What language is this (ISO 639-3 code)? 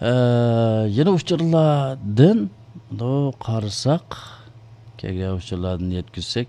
uig